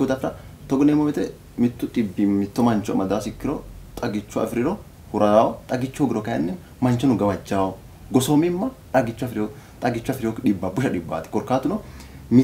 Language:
Sidamo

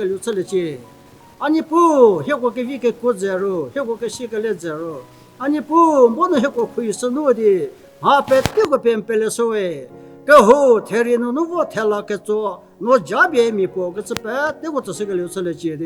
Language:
Angami Naga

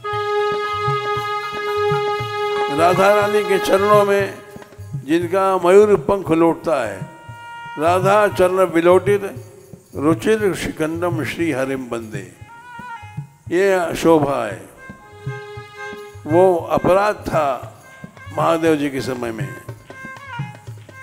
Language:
Hindi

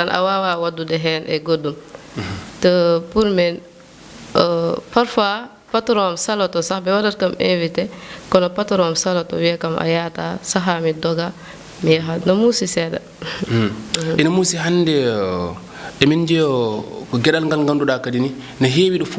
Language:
Fula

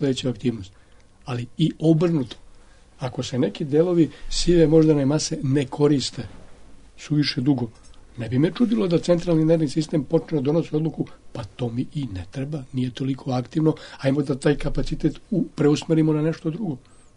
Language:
Serbian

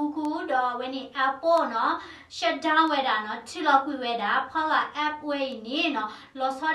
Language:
S'gaw Karen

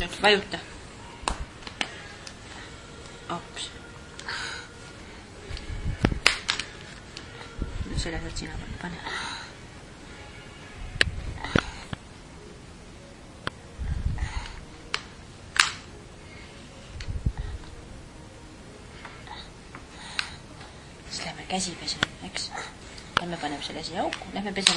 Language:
Estonian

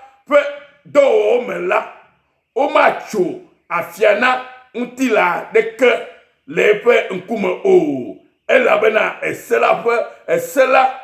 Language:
Ewe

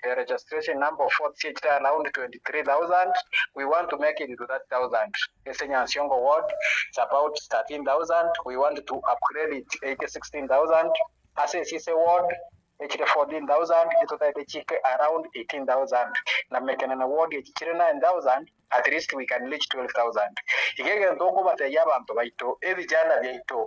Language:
Gusii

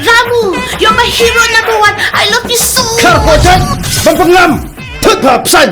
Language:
Khasi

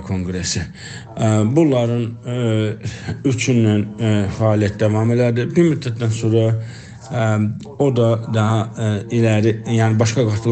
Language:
South Azerbaijani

